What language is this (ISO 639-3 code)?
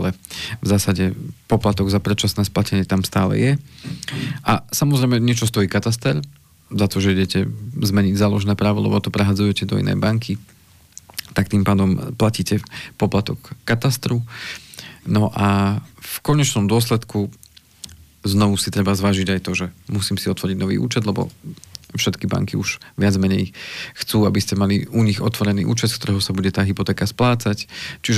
slk